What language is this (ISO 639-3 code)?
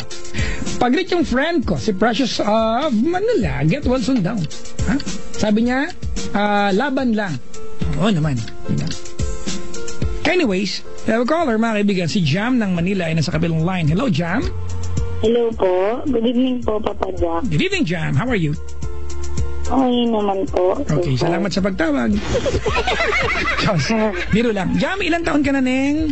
fil